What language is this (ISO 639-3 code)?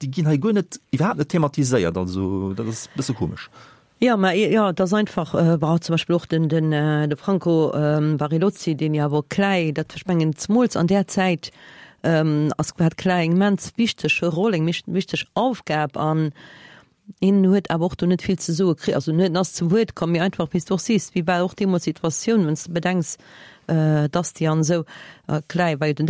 ltz